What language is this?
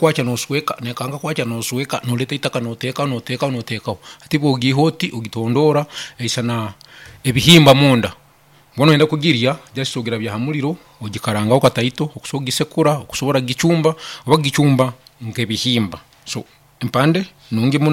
Nyankole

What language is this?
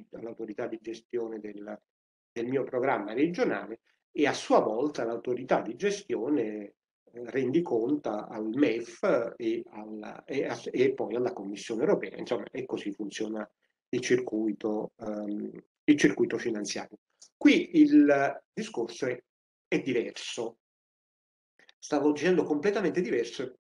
Italian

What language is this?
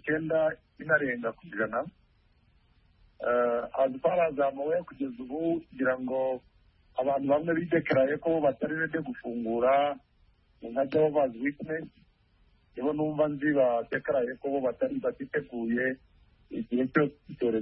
Kinyarwanda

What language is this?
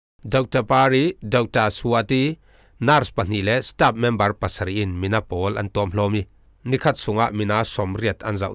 Falam Chin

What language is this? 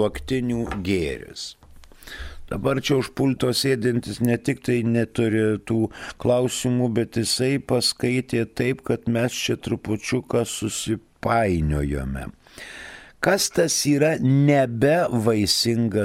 Lithuanian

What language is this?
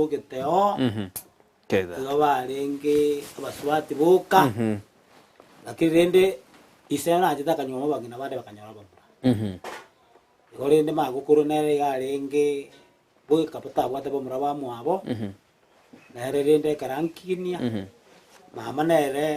Gusii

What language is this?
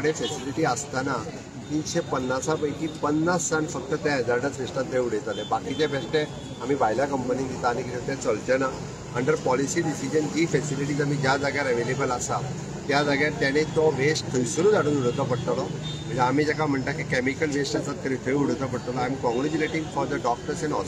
Konkani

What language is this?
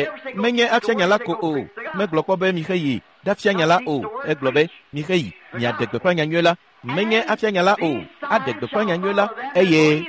Ewe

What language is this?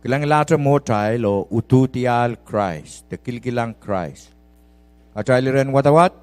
Pohnpeian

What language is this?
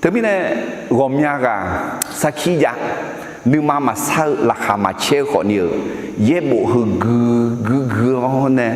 Akha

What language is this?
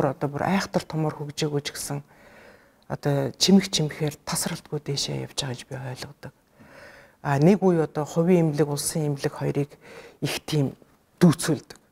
Mongolian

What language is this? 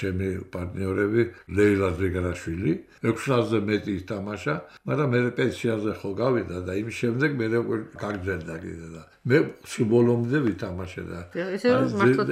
Georgian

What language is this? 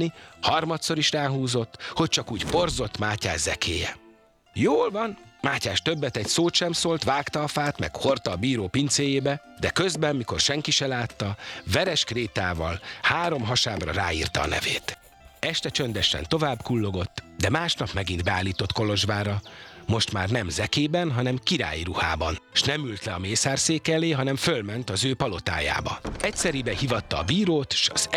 Hungarian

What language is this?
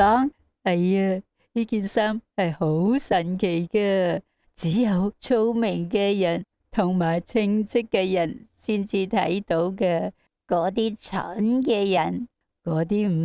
Cantonese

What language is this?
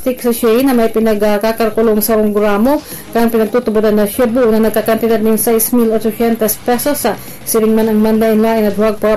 Bikol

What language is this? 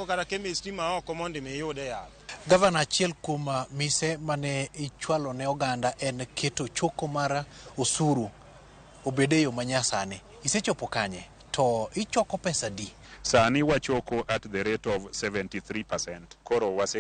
Luo (Kenya and Tanzania)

